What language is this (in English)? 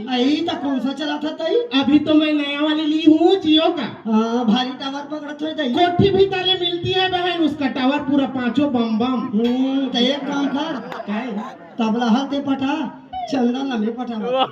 Chhattisgarhi